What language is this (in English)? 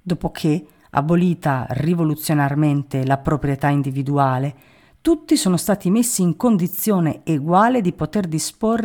Italian